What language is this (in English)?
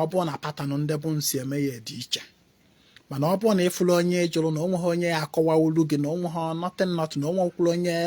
Igbo